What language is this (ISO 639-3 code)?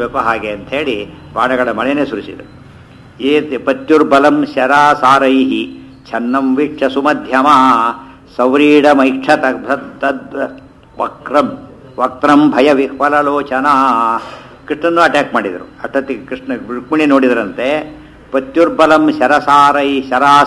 kan